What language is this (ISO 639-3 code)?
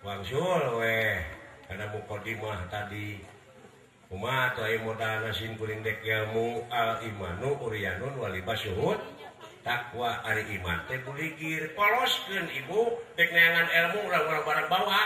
sun